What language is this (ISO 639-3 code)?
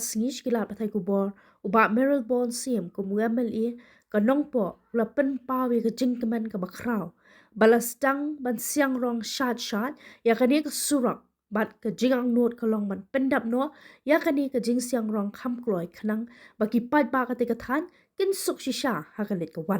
kha